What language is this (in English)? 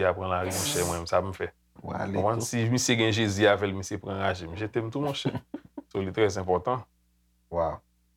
Haitian Creole